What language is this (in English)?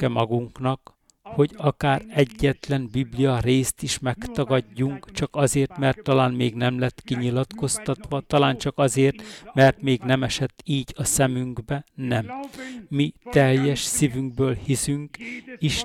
Hungarian